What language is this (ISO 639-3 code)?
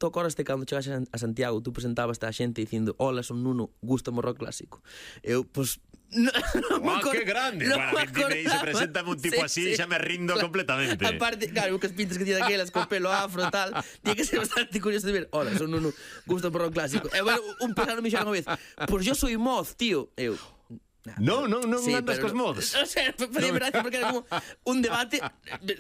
glg